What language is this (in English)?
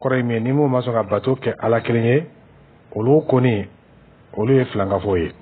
Dyula